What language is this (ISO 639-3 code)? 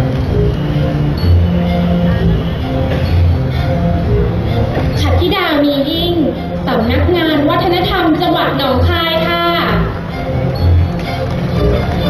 tha